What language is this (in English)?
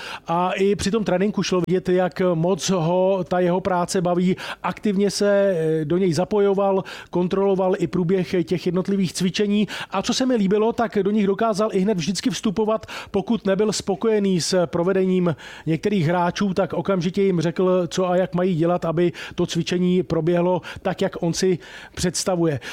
Czech